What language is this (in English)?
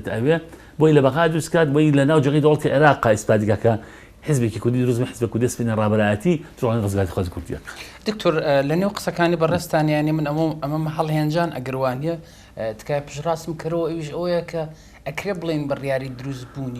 Central Kurdish